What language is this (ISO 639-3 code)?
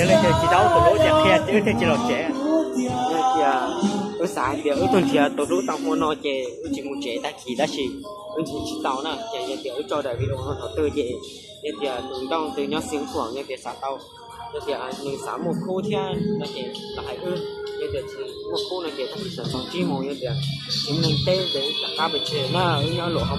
hmn